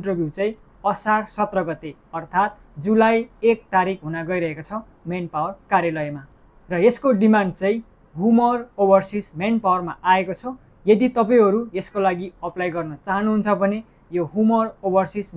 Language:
Nepali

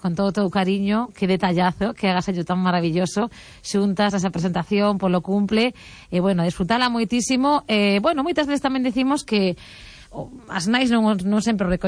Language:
Galician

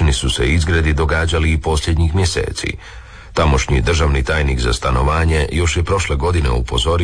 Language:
Croatian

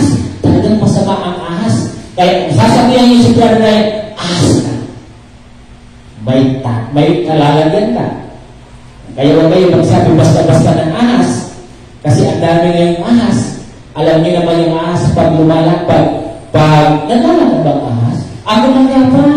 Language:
Filipino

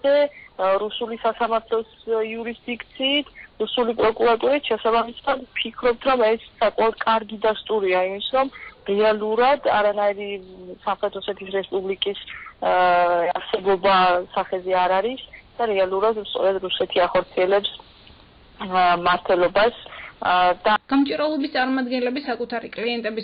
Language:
Georgian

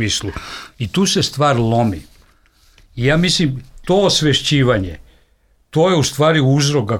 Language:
Serbian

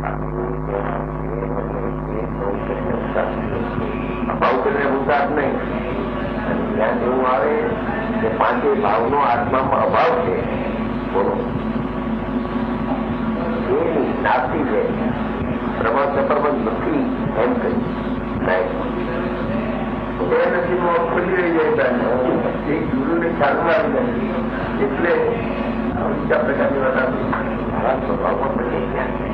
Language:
Gujarati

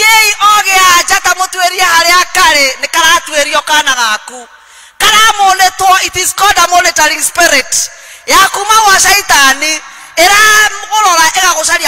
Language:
Kikuyu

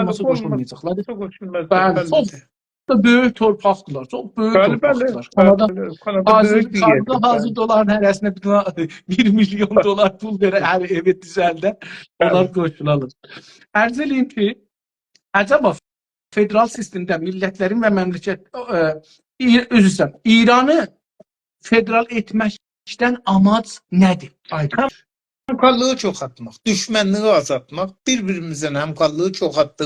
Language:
South Azerbaijani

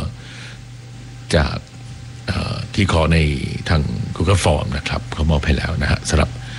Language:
Thai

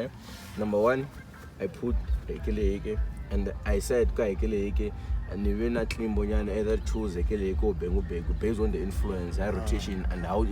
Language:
Tsonga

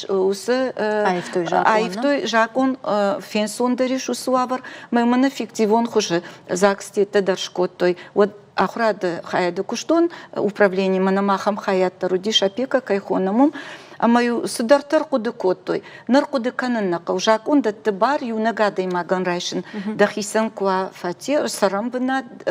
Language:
Ossetic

